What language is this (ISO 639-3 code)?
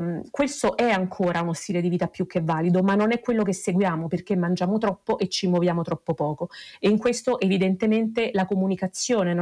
ita